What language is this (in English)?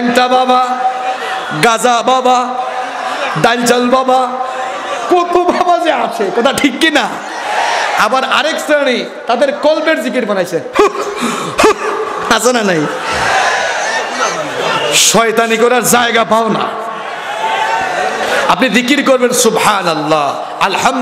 Bangla